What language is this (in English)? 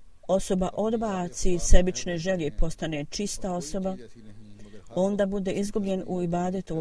Bosnian